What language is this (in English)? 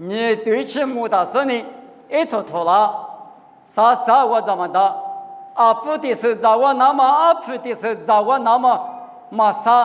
Lisu